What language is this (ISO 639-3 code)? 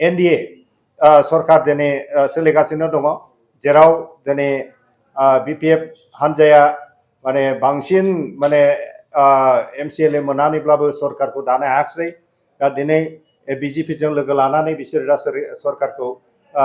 brx